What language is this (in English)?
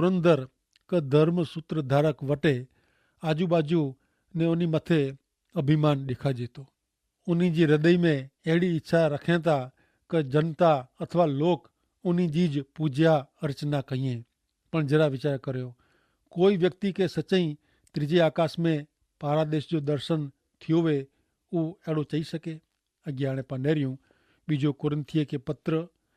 Kachhi